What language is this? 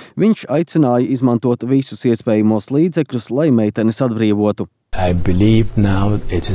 Latvian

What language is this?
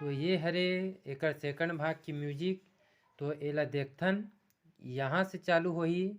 Chhattisgarhi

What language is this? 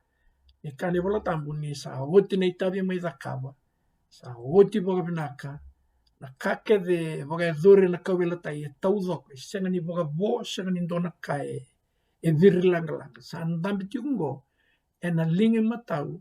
Fijian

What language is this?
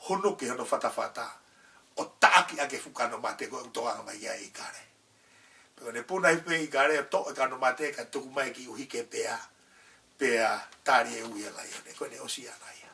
Tongan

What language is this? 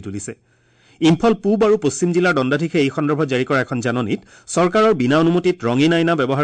Assamese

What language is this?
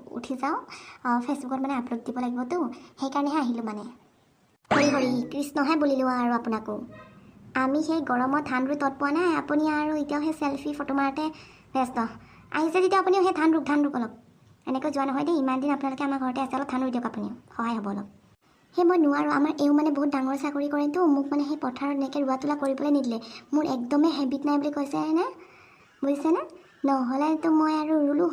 Assamese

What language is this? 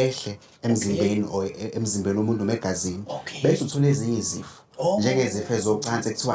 Zulu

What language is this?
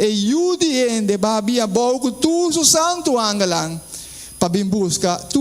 Papiamento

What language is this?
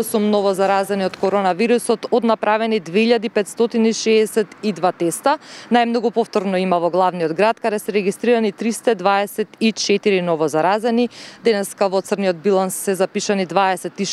Macedonian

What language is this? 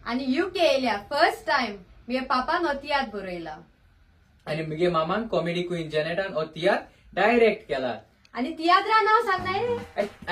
Konkani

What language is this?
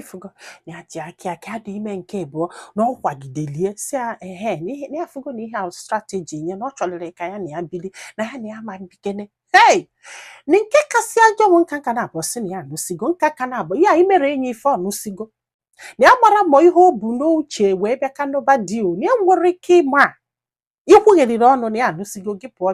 Igbo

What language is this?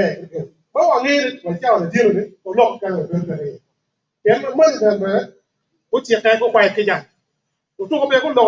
Acoli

